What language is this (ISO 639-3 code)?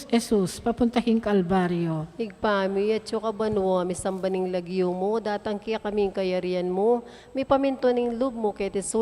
pam